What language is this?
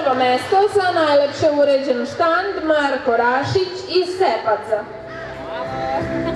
Serbian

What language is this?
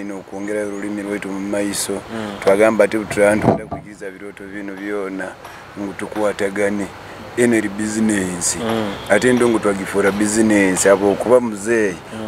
Nyoro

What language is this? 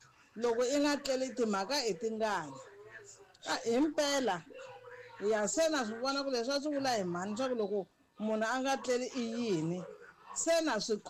Tsonga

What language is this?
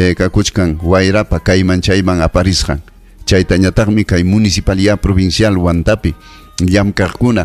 Ayacucho Quechua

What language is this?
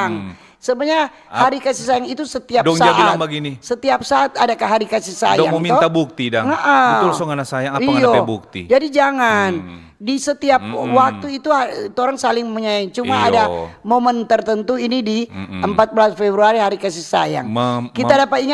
Manado Malay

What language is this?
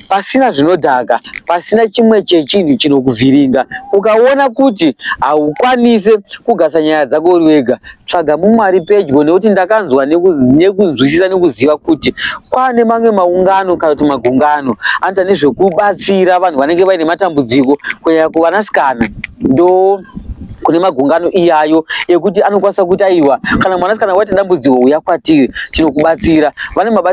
Shona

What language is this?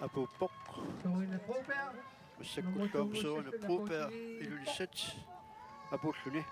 Kalaallisut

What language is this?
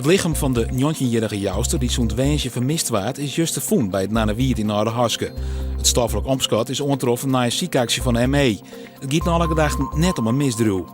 Western Frisian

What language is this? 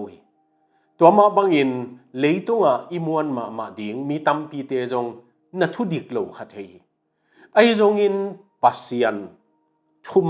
Tedim Chin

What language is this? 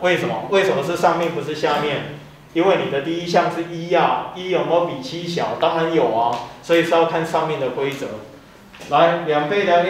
Chinese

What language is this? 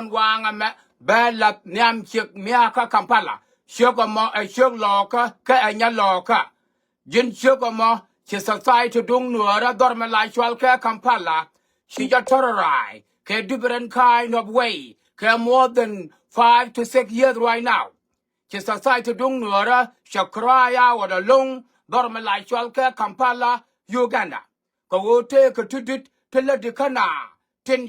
Nuer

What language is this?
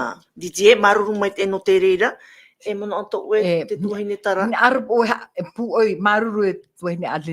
Tahitian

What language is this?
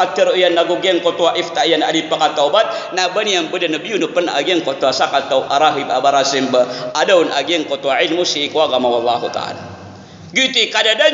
Maranao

